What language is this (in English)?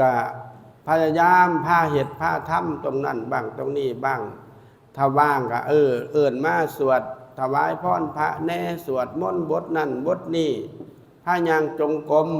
Northeastern Thai